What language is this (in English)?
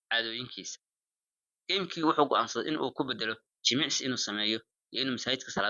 Somali